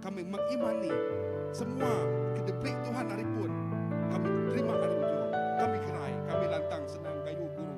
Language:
Iban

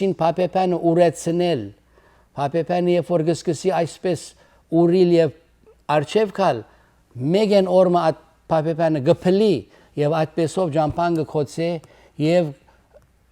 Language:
Western Armenian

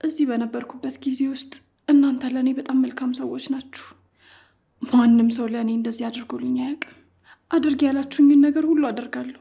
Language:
Amharic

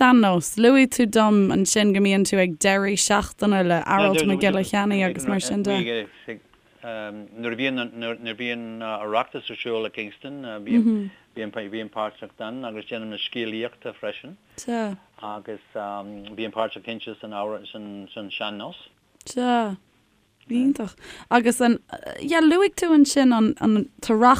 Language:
Irish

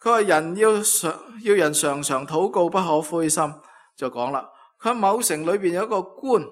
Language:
Cantonese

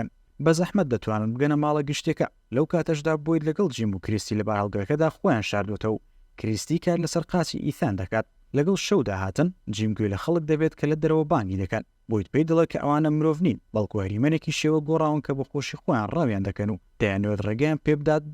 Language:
Central Kurdish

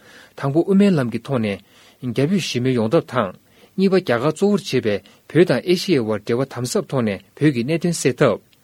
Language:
Tibetan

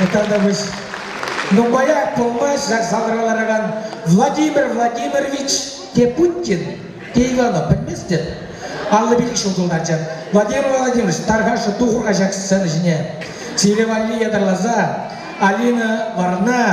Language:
Chuvash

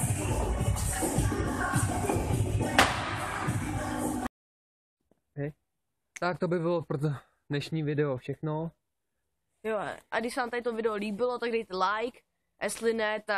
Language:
Czech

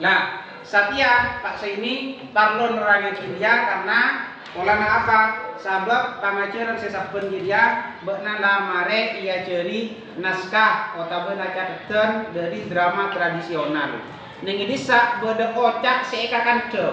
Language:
Madurese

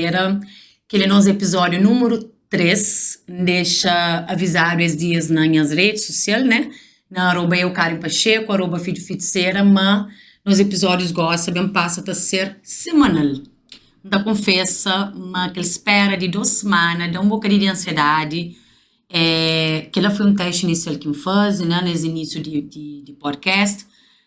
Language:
Kabuverdianu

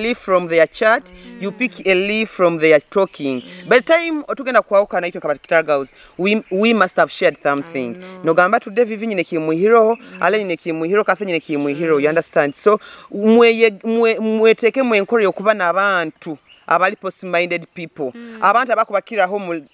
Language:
Nyoro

